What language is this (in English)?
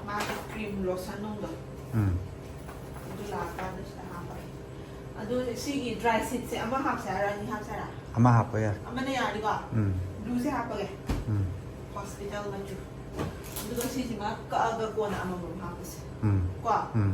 Manipuri